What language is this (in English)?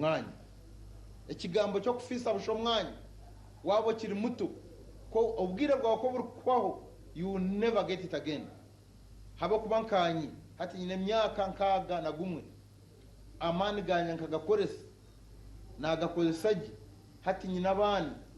Nyankole